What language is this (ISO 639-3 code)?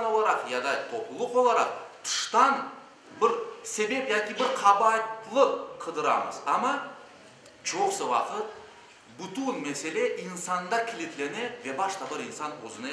crh